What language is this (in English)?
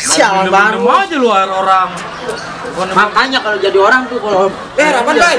Betawi